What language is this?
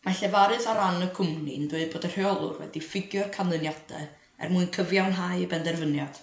Welsh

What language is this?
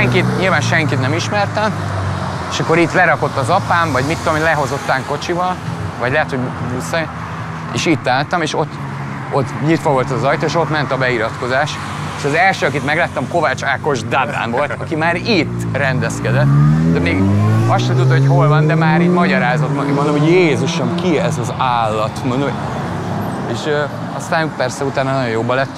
Hungarian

